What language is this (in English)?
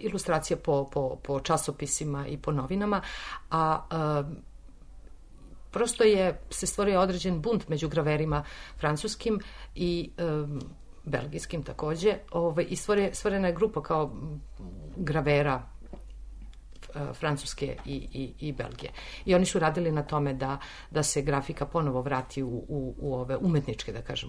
Serbian